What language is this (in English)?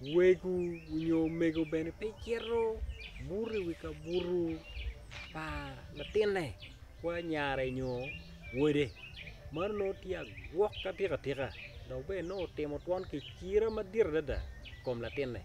Acoli